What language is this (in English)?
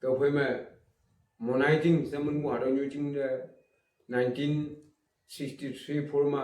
Naga Pidgin